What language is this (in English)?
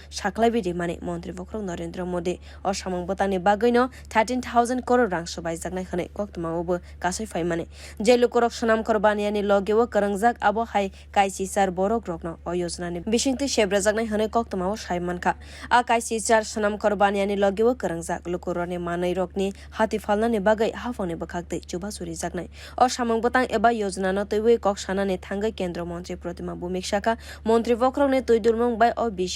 Kok Borok